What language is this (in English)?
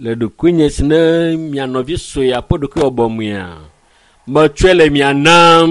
Ewe